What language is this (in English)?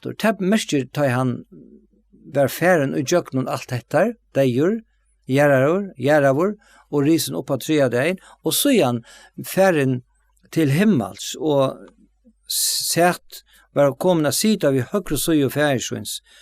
Faroese